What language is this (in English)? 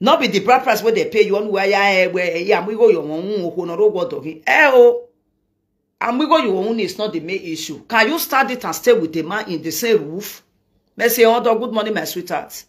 Nigerian Pidgin